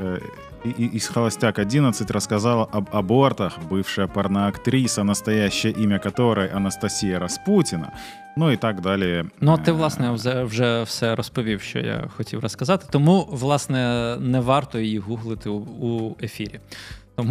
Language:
Ukrainian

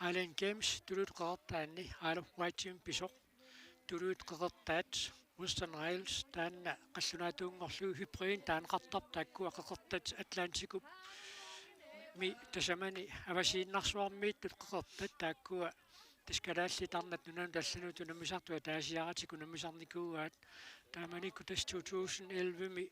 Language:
Kalaallisut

